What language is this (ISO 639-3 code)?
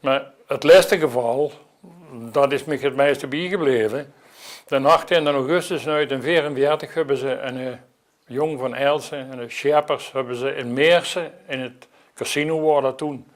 lim